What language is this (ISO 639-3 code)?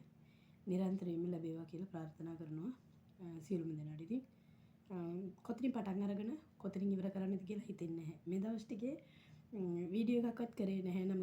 sin